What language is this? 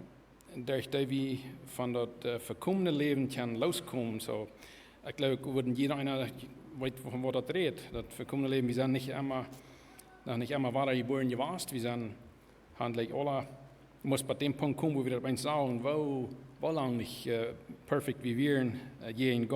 Plautdietsch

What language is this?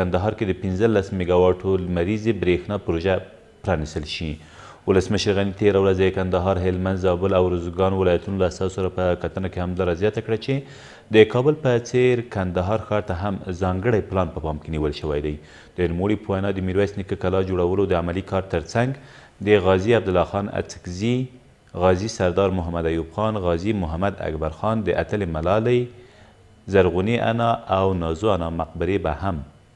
Pashto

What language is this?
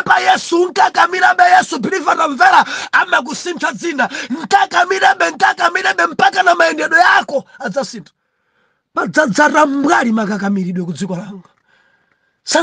Nyanja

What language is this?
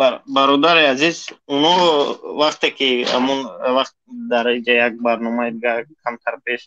Tajik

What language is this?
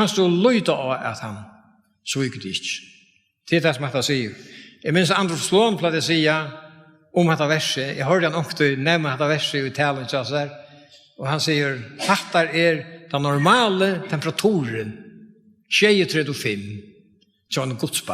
Faroese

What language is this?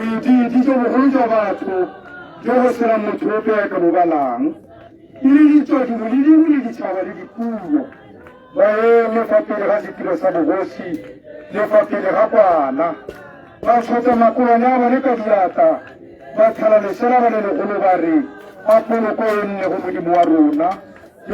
Tswana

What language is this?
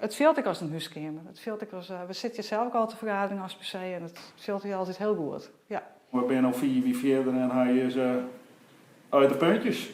Western Frisian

